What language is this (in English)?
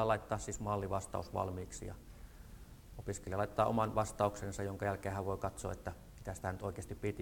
Finnish